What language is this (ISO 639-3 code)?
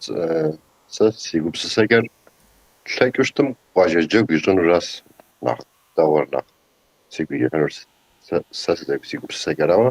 kbd